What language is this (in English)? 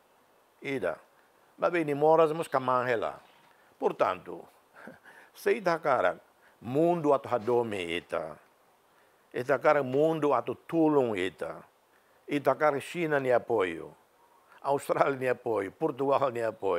Tetum